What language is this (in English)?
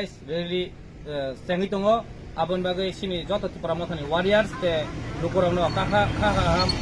Kok Borok